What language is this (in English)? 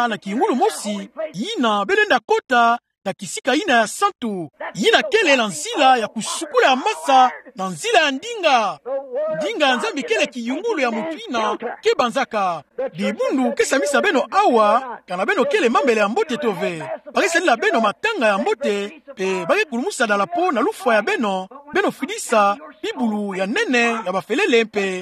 Kituba (Democratic Republic of Congo)